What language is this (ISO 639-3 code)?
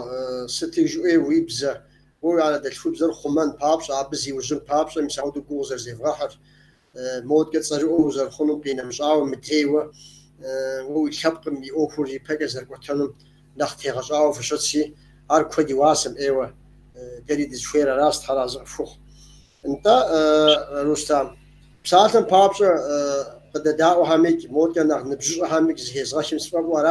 kbd